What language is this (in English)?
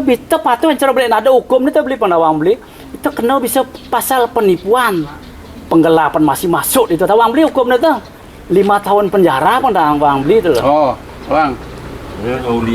Balinese